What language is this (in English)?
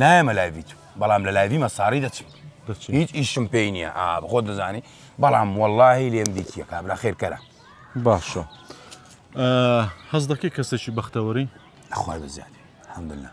Central Kurdish